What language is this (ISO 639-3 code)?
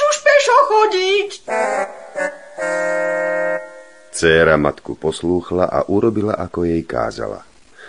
slk